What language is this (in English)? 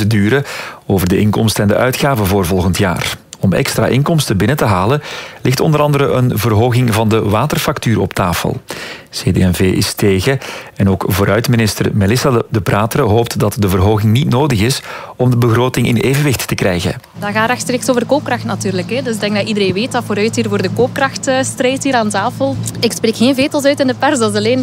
Dutch